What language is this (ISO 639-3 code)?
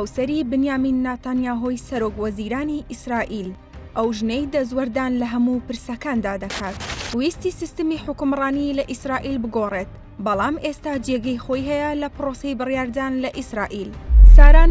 ckb